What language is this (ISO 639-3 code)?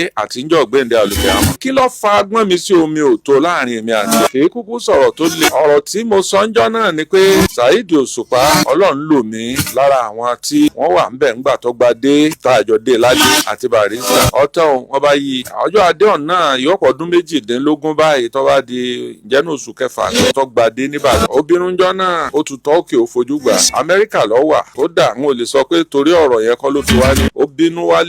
yor